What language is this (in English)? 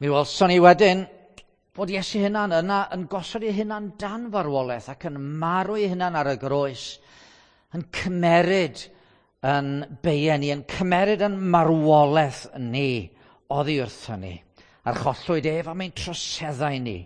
Welsh